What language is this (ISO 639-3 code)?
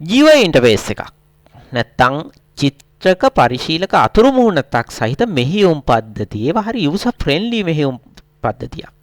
sin